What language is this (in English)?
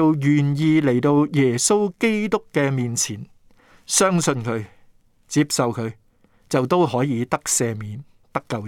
Cantonese